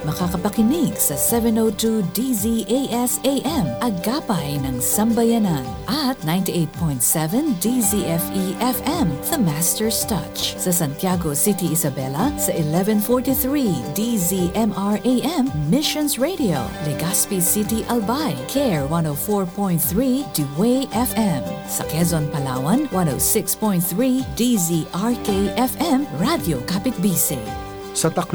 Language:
Filipino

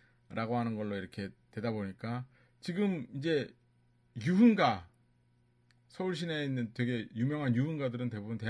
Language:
Korean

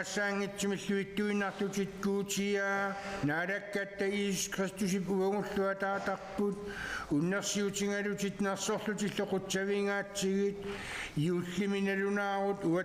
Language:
Kalaallisut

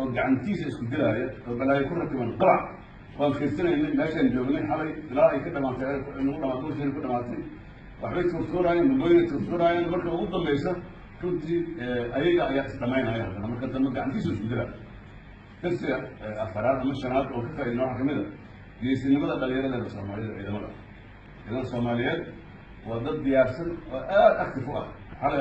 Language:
Somali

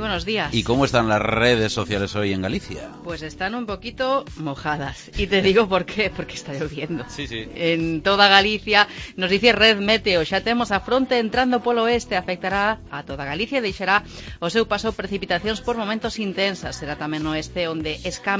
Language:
Galician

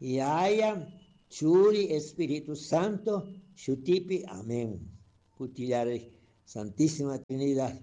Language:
Chimborazo Highland Quichua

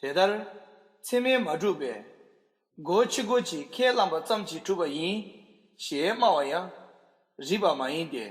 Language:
Tibetan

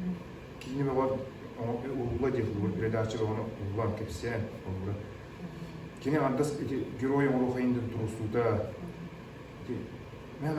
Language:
Yakut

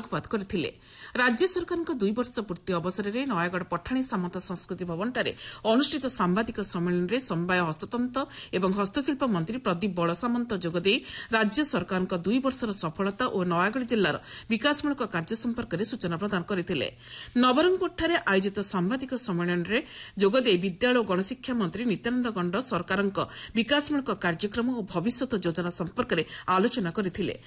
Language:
Odia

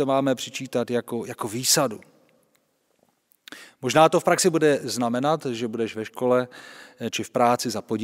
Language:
Czech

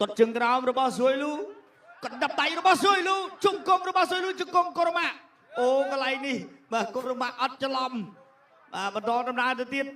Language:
Khmer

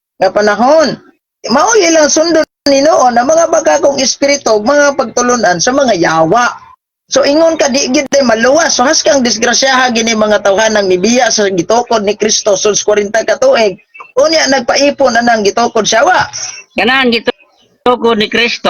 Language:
Cebuano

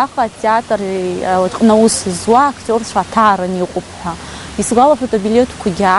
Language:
Abkhazian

